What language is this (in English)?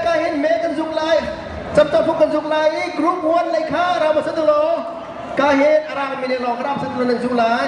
Hakha Chin